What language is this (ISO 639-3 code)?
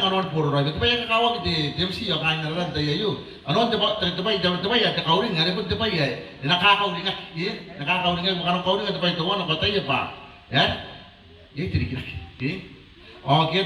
gil